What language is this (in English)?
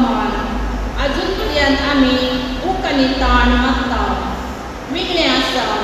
Konkani